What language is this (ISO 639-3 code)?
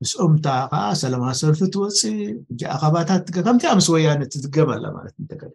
tir